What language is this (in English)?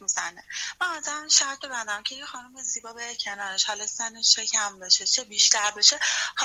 Persian